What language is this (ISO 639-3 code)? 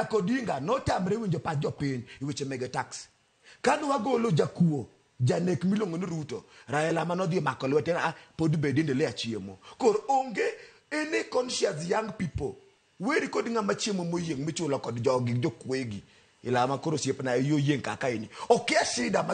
luo